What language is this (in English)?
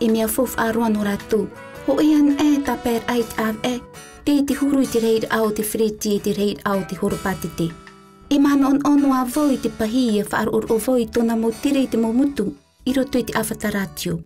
Tahitian